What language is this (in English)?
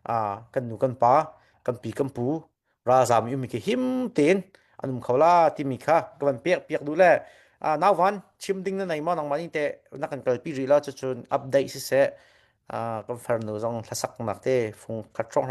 Hakha Chin